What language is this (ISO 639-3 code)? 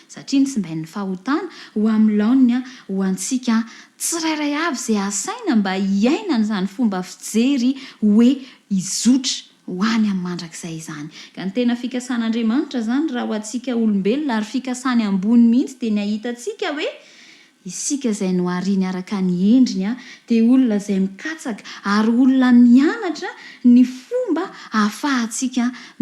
mlg